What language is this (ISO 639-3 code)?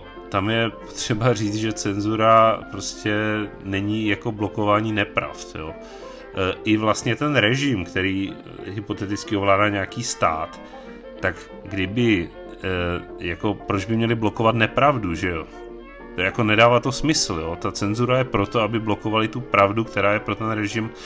ces